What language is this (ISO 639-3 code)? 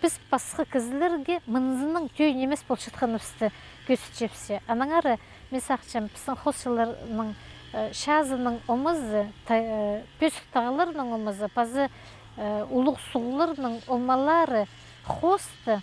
kjh